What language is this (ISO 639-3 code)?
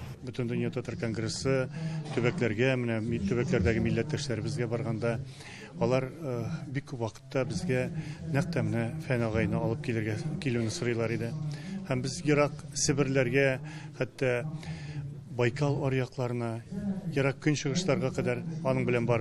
tat